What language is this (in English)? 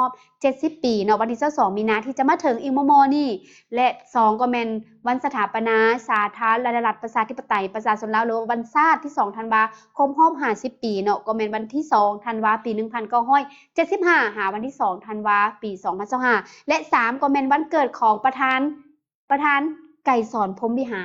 Lao